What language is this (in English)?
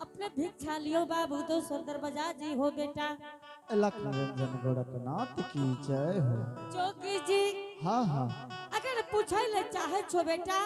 Angika